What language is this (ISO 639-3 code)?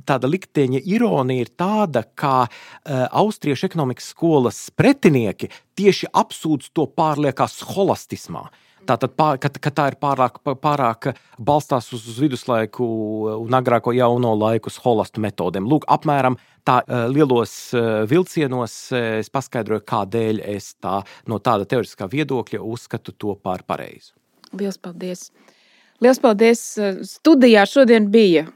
lav